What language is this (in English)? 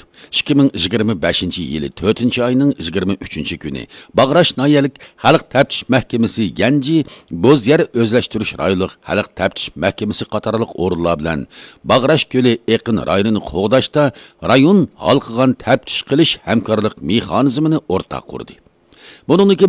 Uyghur